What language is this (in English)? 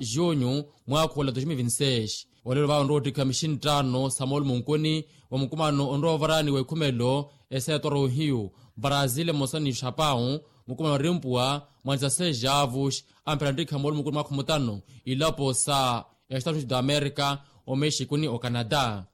Makhuwa